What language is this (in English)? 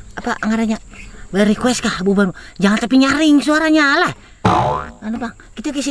Banjar